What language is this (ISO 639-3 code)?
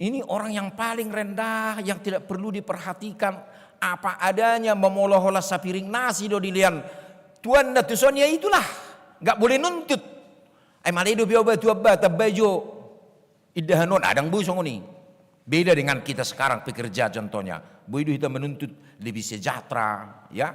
bbc